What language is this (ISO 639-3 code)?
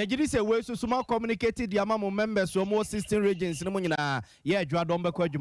aka